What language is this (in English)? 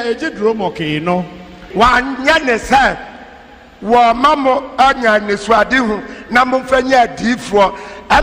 Akan